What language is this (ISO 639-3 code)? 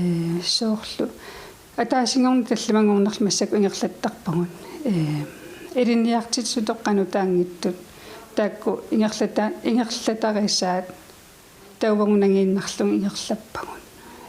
kal